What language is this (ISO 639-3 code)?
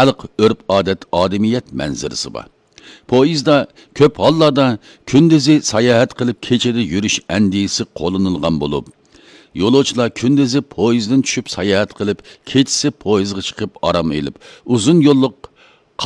uig